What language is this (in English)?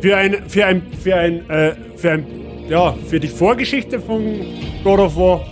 Bavarian